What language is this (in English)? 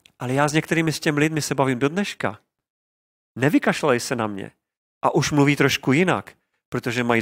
Czech